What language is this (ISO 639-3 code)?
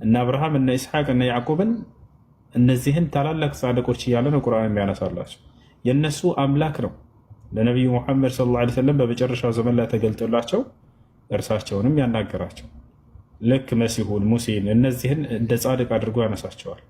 amh